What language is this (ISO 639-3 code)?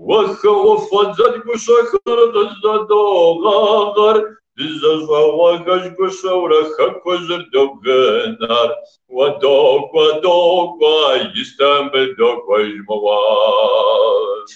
kbd